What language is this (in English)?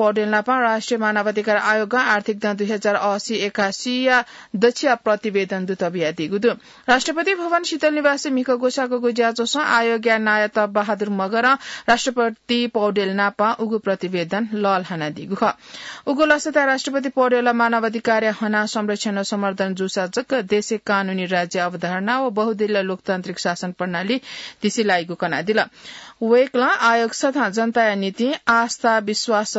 Newari